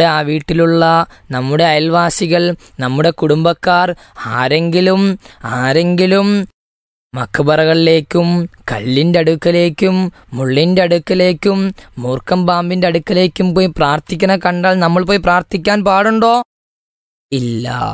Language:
Malayalam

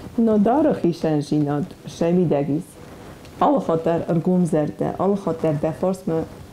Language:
Ossetic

